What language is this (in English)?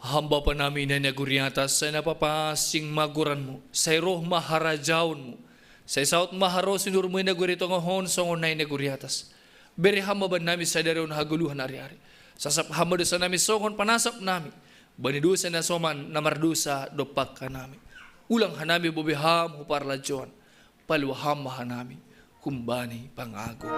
Batak Simalungun